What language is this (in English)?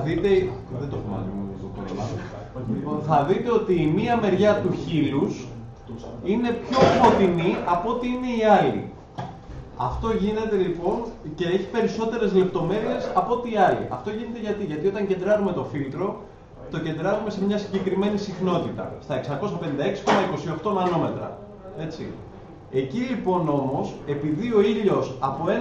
Greek